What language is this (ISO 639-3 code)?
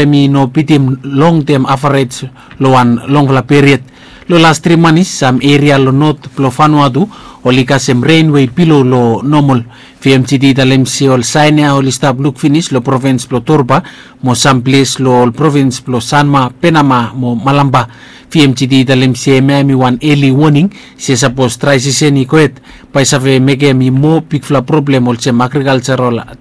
bis